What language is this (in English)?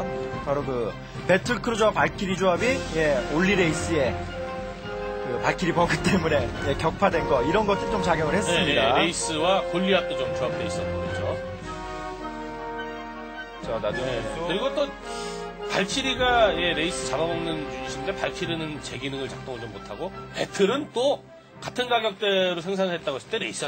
Korean